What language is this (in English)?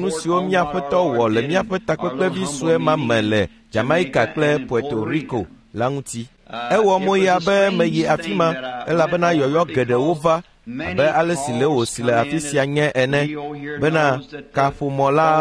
Ewe